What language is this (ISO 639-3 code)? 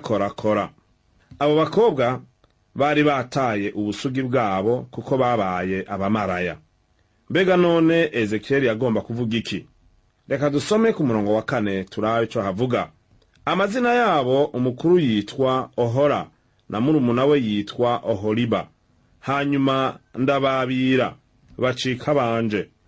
run